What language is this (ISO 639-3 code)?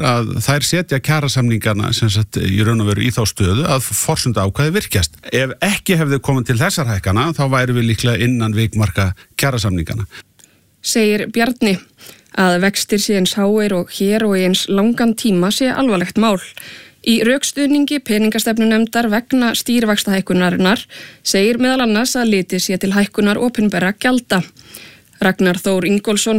isl